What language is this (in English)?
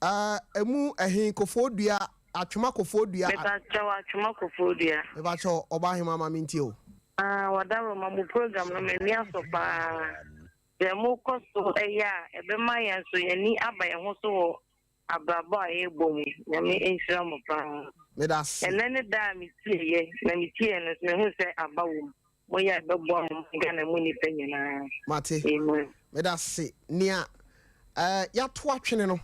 Akan